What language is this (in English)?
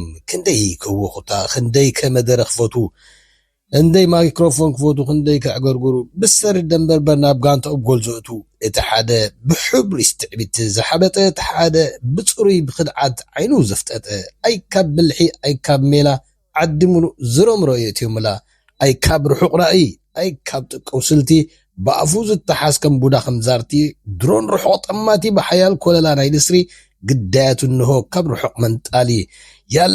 Tigrinya